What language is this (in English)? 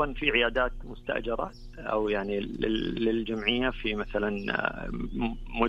Najdi Arabic